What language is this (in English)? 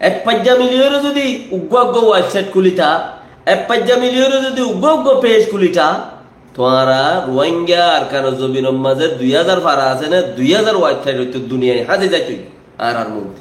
Rohingya